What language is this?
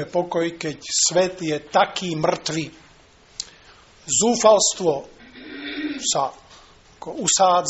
Slovak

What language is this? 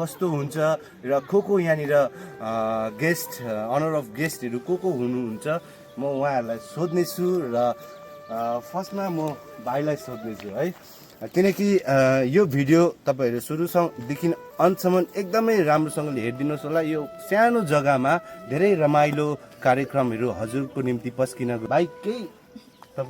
Nepali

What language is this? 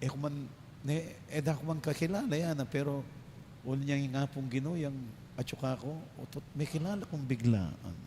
Pampanga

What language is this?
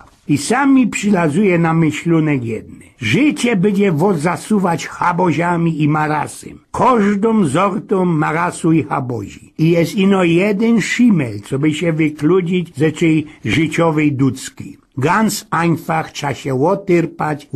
Silesian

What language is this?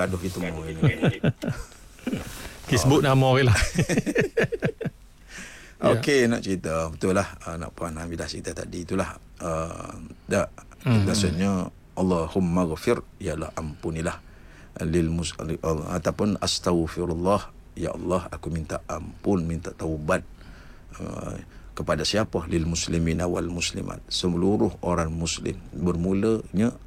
Malay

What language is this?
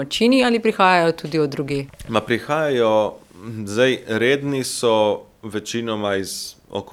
Slovenian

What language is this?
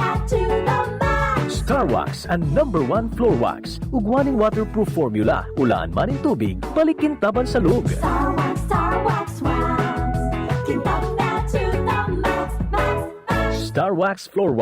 Bikol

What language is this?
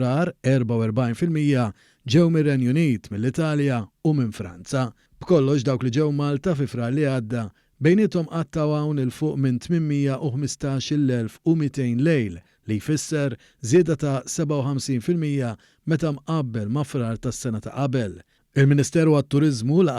Maltese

